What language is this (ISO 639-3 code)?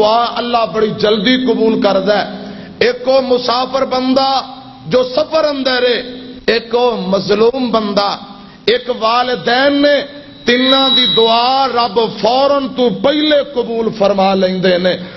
lah